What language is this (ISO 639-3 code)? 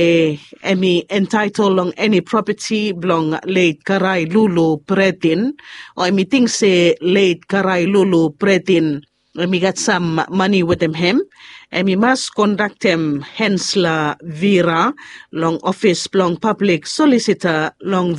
bis